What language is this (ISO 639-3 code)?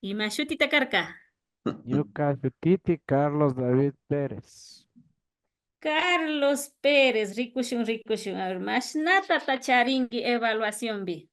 qvi